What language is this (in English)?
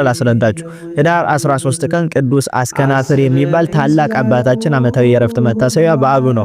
Amharic